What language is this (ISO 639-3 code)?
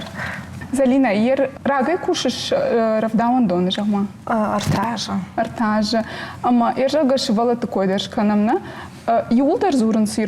oss